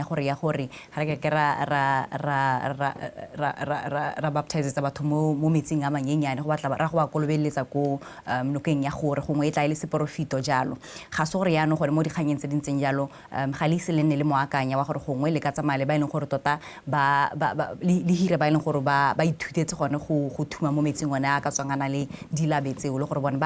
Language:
Tswana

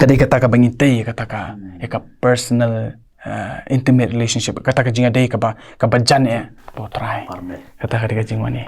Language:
Khasi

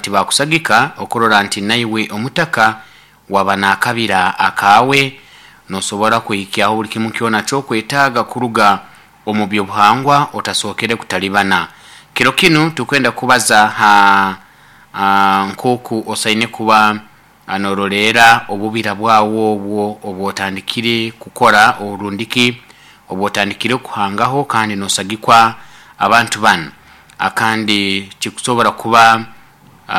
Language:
Nyoro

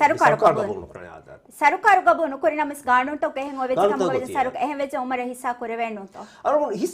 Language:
Divehi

